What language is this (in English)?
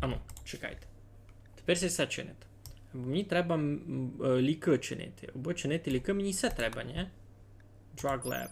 Rusyn